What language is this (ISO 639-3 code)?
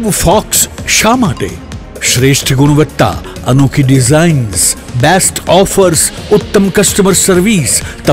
guj